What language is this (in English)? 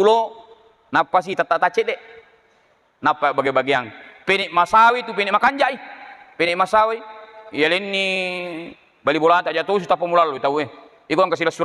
Buginese